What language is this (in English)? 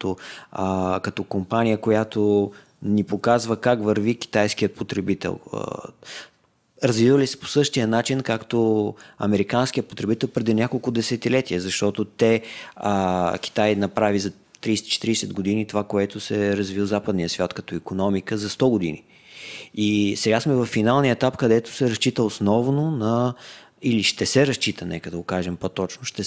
Bulgarian